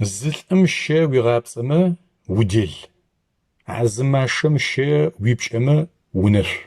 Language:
Adyghe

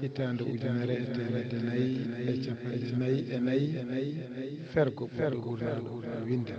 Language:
Fula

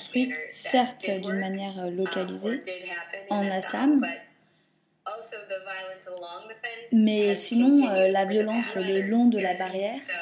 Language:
French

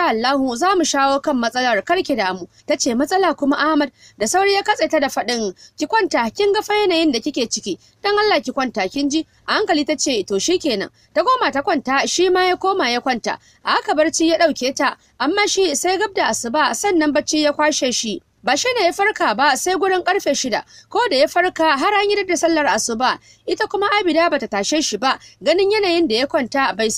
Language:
Hausa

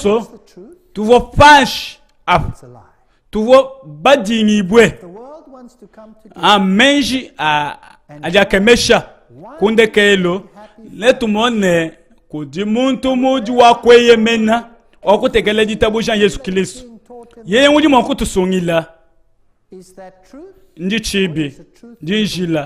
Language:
Luba-Lulua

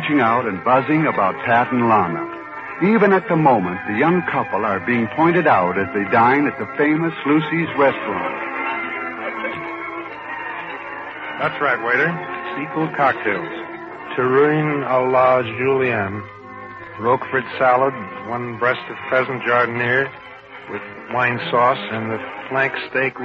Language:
English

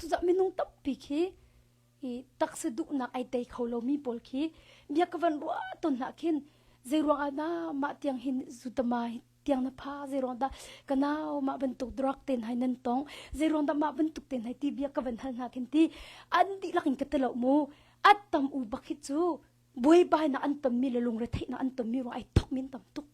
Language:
Hakha Chin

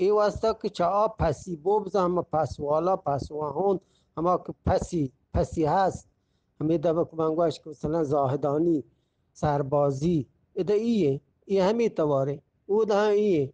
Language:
Eastern Balochi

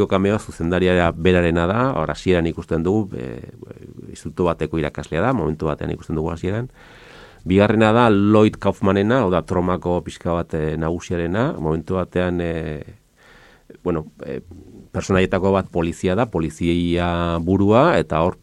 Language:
Basque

